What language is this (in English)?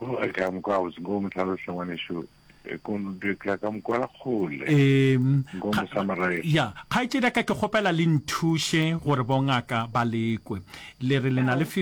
Northern Sotho